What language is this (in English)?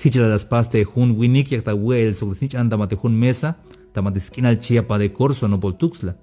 Tzeltal